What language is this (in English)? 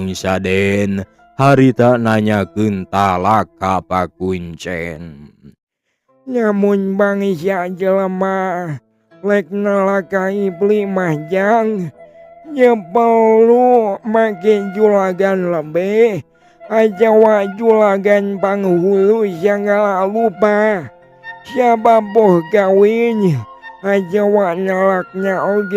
Sundanese